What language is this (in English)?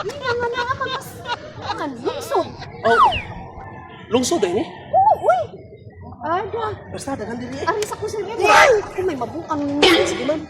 Cebuano